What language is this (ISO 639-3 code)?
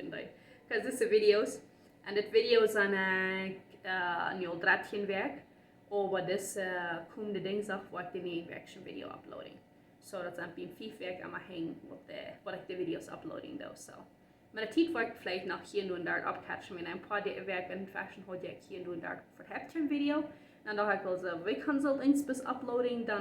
pdt